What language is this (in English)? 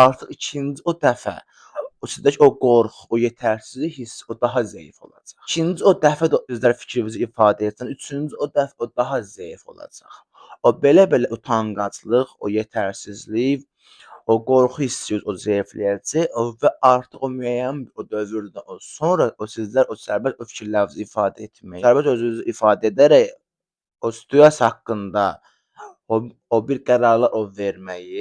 Azerbaijani